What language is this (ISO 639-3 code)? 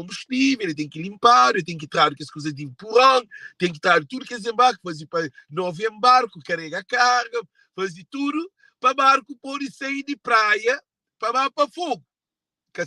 kea